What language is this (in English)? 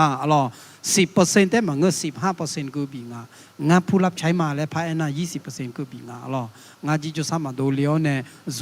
Akha